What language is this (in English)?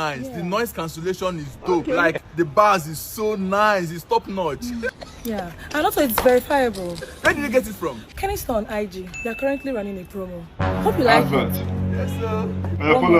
Nigerian Pidgin